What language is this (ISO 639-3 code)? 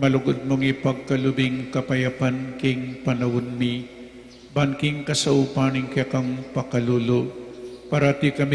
pam